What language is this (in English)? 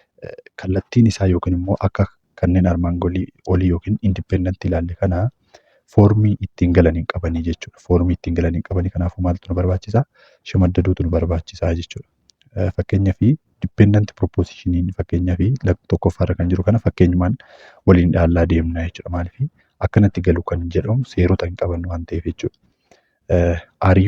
Oromo